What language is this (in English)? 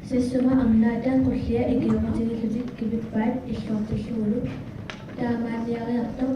Kalaallisut